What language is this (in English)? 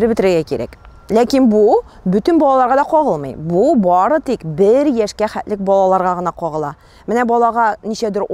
Tatar